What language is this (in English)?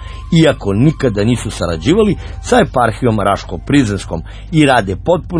Serbian